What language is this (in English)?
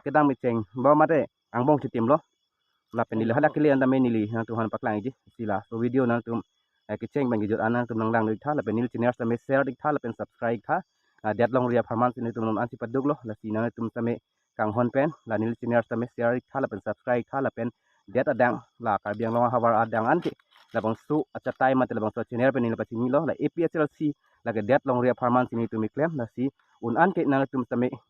Karbi